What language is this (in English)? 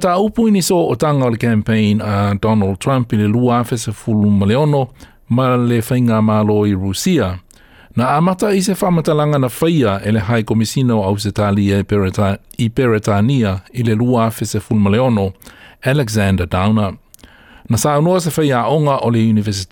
Samoan